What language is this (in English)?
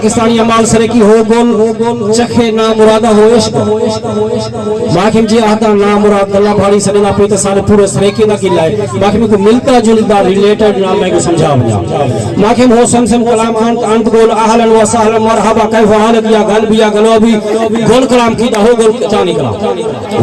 Saraiki